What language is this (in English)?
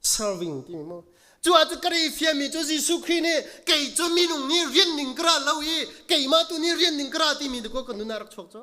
Hakha Chin